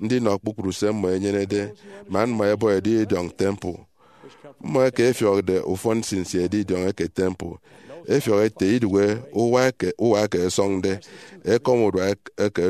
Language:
Efik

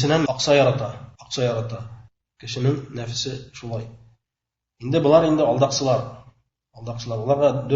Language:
Bashkir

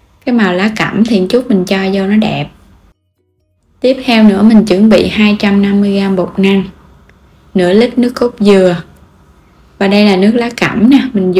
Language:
Vietnamese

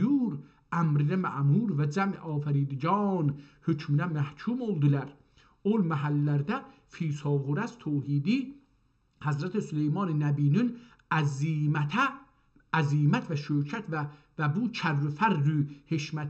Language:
South Azerbaijani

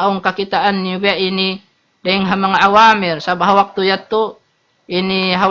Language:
Tausug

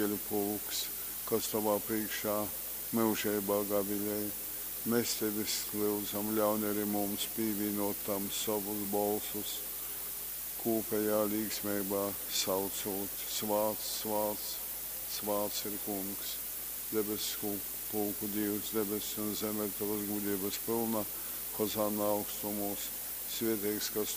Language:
Latgalian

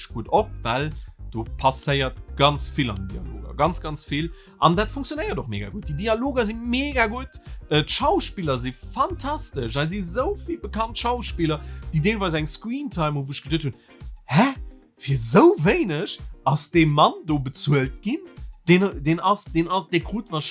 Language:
Luxembourgish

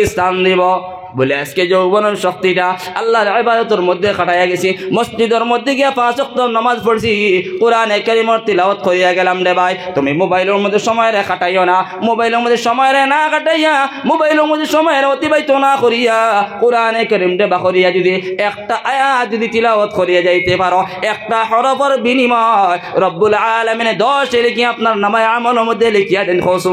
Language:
Sylheti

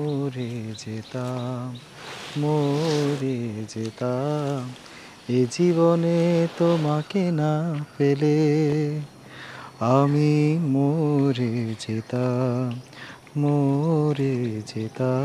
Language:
Bangla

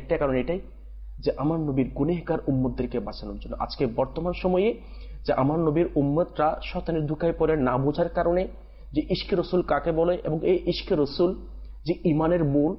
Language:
Bangla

